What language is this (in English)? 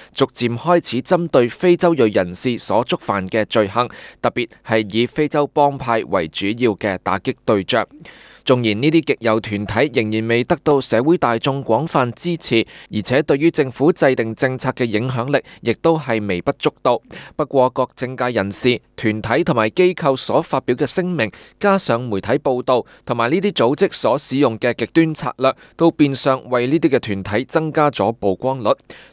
Cantonese